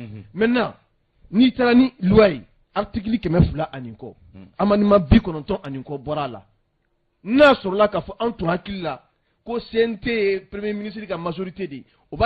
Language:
Bambara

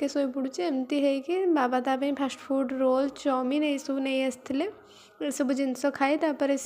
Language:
Odia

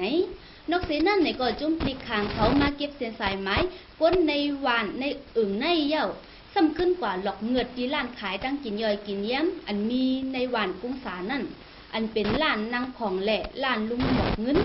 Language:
Shan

